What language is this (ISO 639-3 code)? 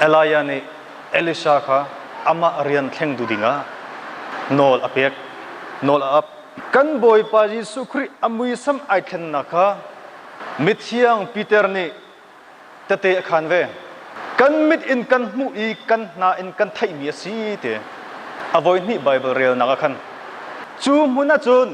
cnh